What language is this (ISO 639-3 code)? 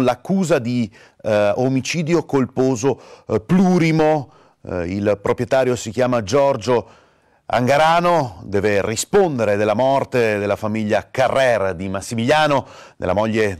ita